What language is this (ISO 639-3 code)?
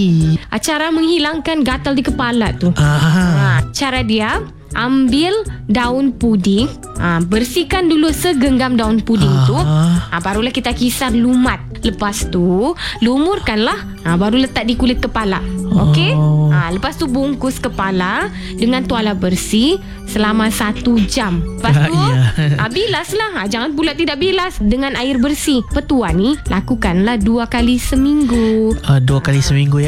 msa